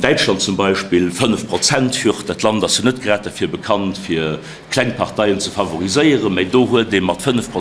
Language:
Luxembourgish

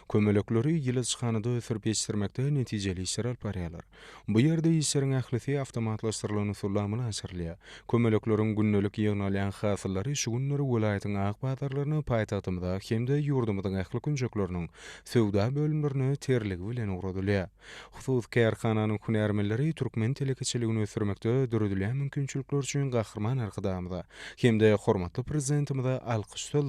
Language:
Turkmen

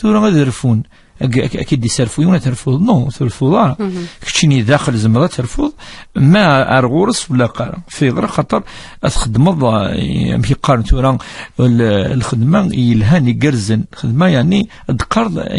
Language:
Kabyle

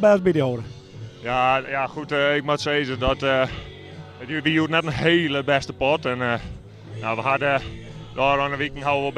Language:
Western Frisian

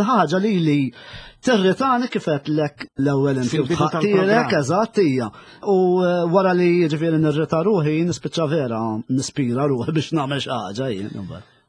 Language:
Maltese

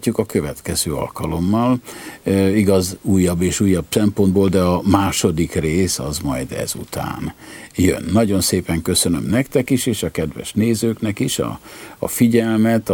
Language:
Hungarian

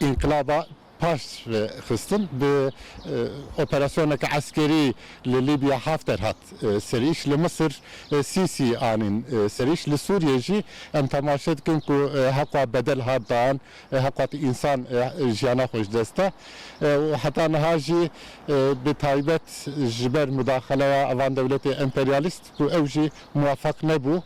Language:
Kurdish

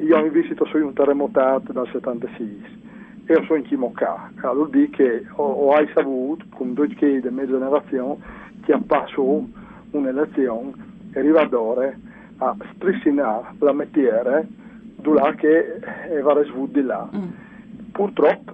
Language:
Friulian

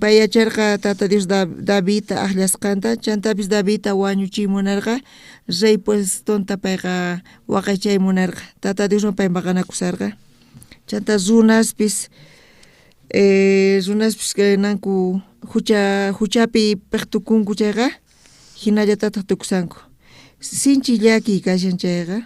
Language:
South Bolivian Quechua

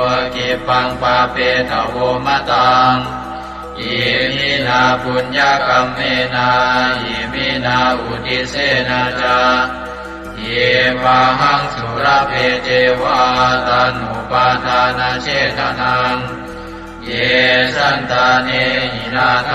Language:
Pali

